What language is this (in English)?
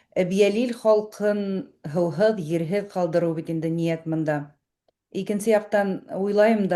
Bashkir